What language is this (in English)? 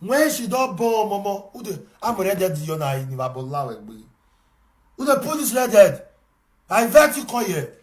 Nigerian Pidgin